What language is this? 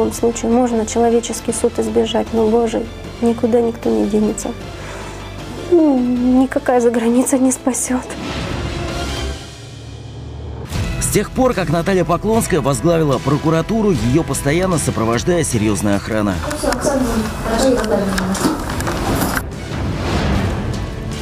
Russian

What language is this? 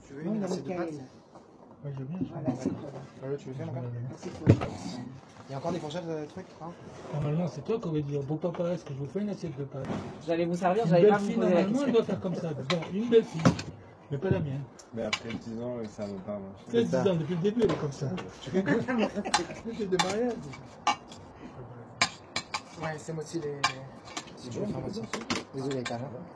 French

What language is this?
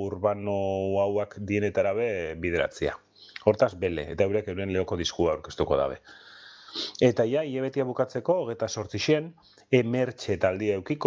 Basque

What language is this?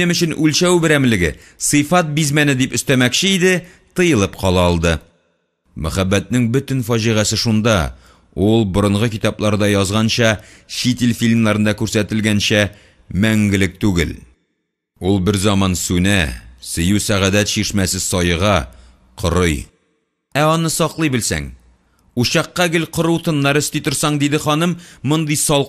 Tatar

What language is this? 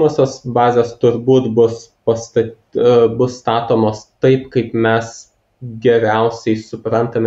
Lithuanian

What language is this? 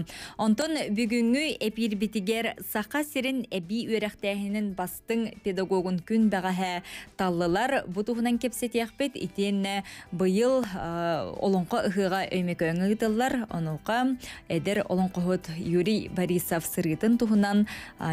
Yakut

